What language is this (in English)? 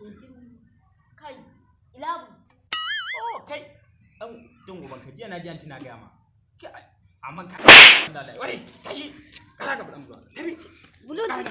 Hausa